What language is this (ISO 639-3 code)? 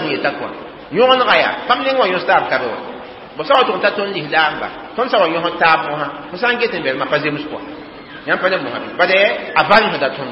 mos